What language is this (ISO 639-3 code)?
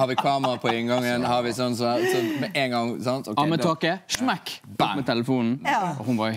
nor